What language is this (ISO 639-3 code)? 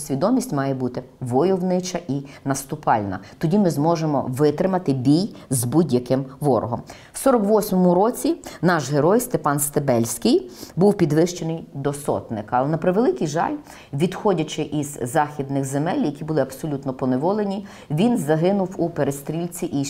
ukr